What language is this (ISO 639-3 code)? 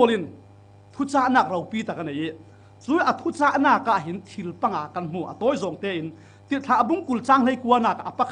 cfm